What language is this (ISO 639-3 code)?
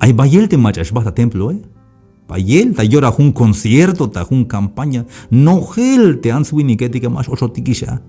tzh